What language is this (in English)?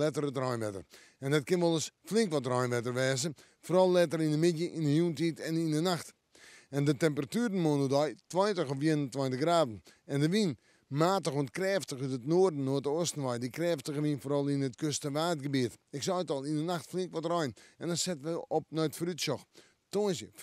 Western Frisian